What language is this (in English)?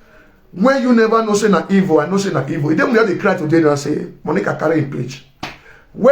Nigerian Pidgin